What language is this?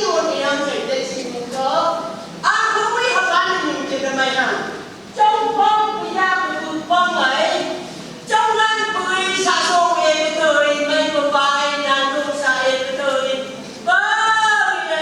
Phom Naga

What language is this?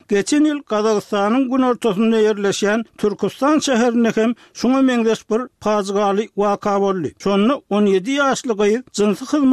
Turkmen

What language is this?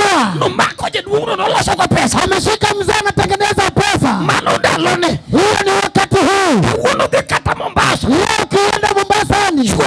Luo (Kenya and Tanzania)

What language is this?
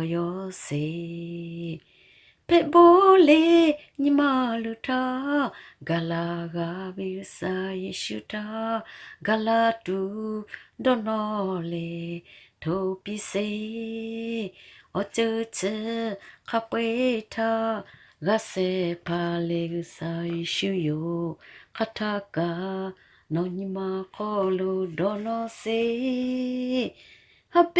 Lahu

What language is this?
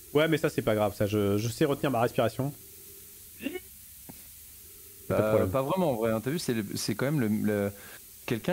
French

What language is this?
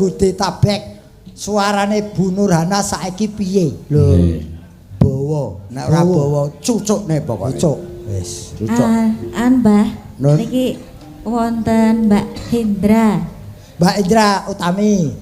Javanese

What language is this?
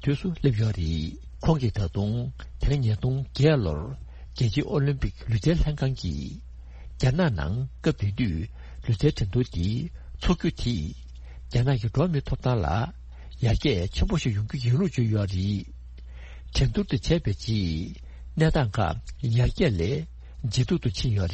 Tibetan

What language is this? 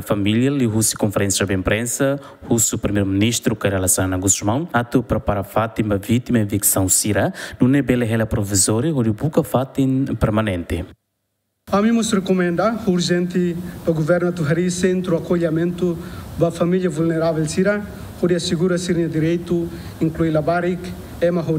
Tetum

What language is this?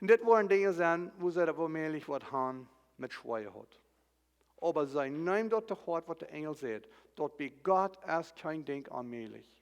Plautdietsch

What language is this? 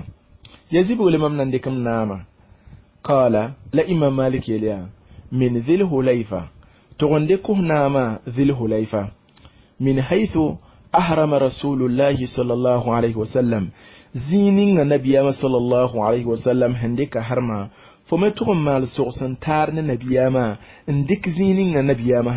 Mossi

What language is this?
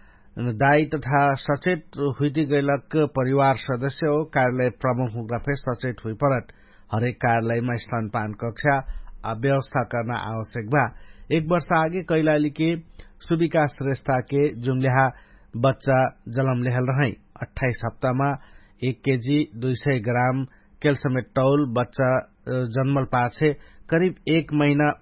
Dangaura Tharu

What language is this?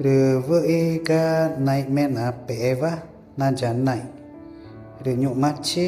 Ticuna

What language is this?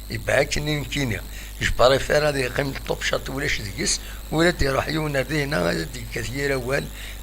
Kabyle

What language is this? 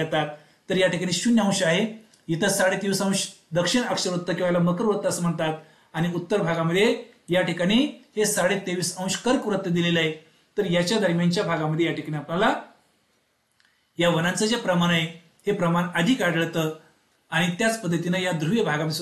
Marathi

